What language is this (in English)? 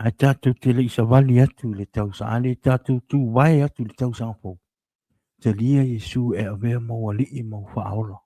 Samoan